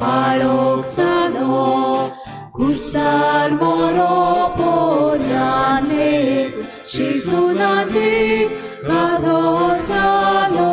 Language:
Konkani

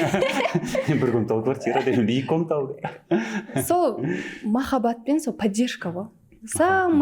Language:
Kazakh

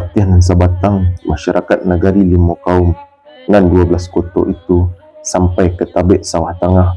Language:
Minangkabau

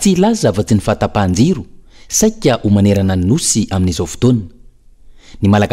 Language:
Malagasy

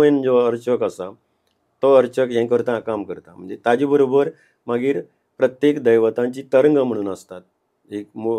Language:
Konkani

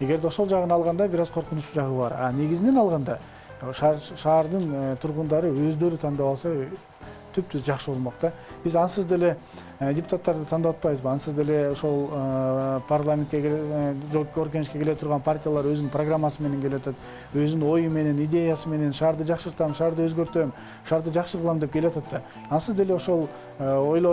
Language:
Kyrgyz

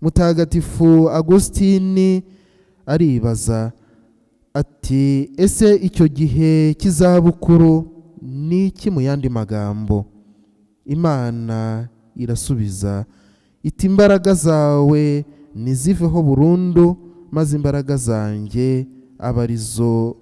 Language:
Kinyarwanda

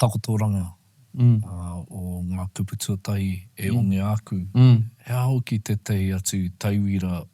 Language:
Māori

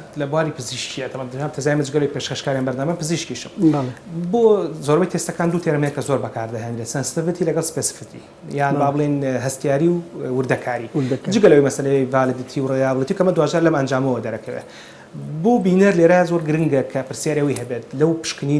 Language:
Central Kurdish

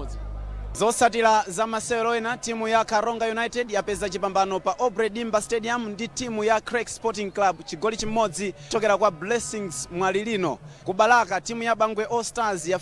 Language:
Nyanja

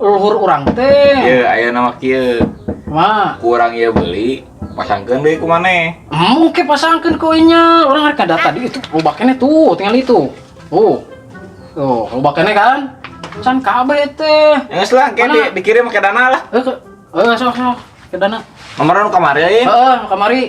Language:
Sundanese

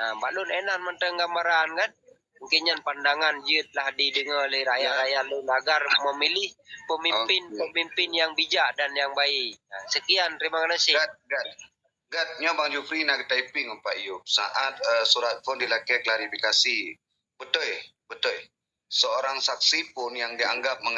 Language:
Achinese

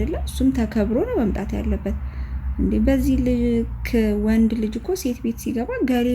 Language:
Amharic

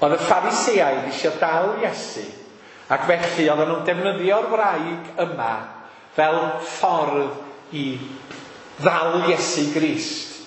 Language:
Welsh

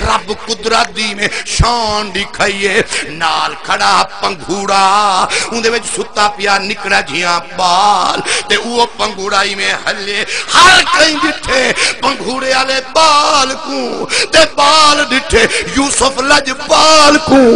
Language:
Saraiki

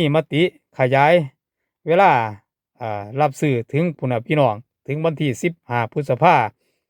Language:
Northeastern Thai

